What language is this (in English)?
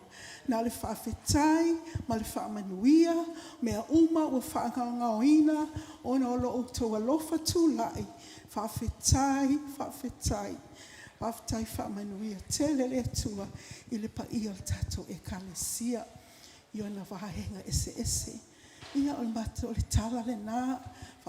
Samoan